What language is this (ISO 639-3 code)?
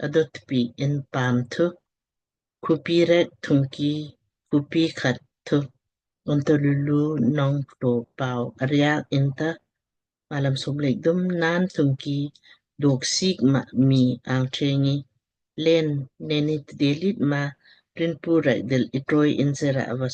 lmk